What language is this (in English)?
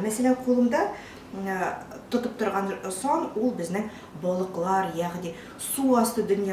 Tatar